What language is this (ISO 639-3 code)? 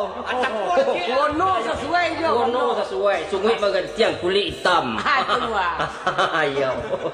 min